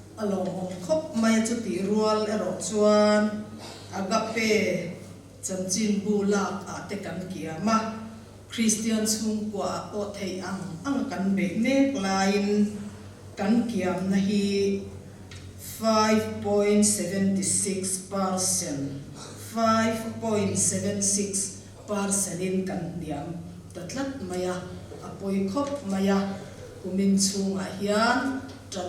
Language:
Mizo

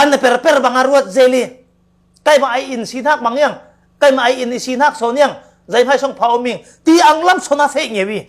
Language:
Falam Chin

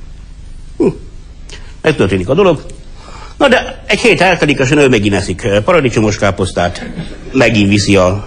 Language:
Hungarian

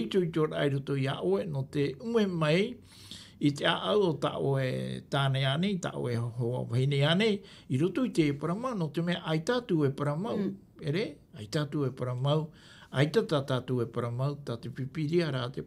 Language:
Tahitian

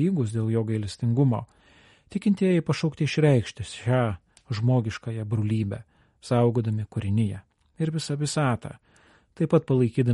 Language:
Lithuanian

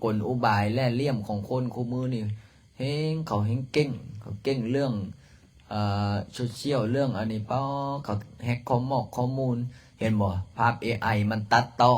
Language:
Lao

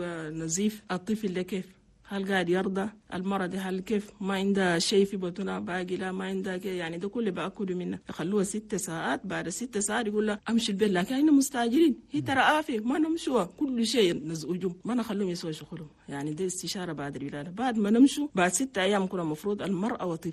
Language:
Chadian Arabic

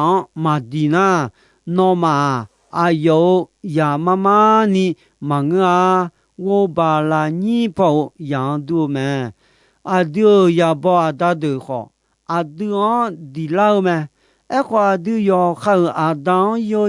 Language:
Akha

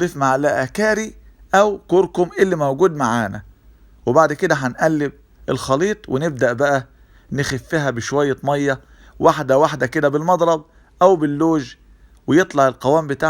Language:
Egyptian Arabic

